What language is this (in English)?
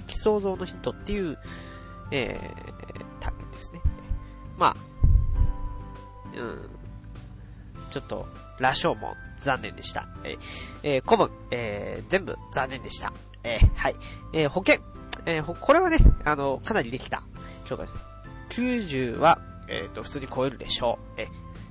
Japanese